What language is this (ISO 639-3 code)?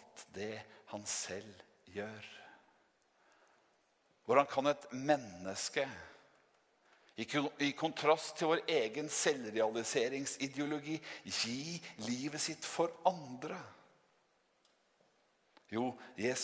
nor